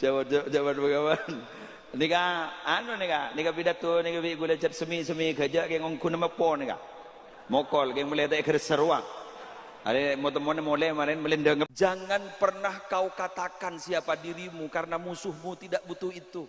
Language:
Madurese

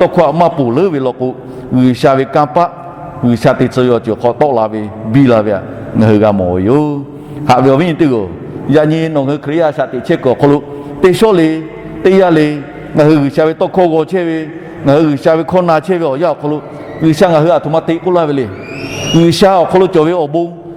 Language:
Lahu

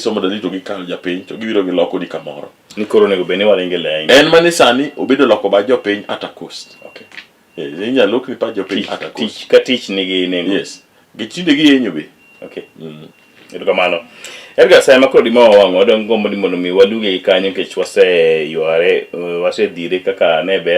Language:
Luo (Kenya and Tanzania)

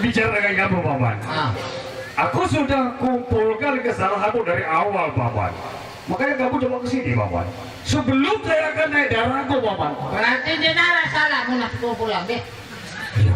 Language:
Sasak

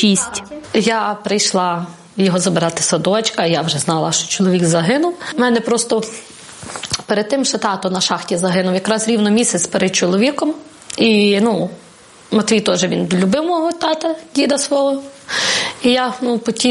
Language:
Ukrainian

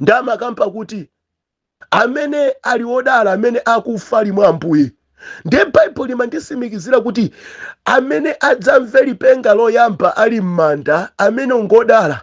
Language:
Nyanja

